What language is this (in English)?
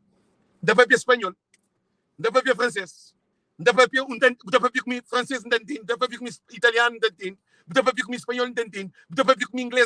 Kabuverdianu